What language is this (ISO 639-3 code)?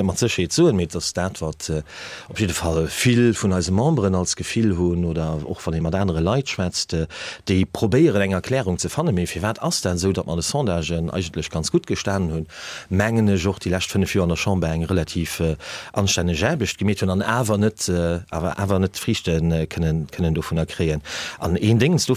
ltz